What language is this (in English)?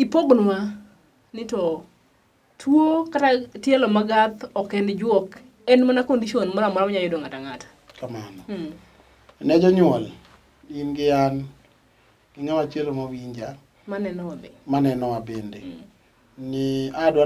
Luo (Kenya and Tanzania)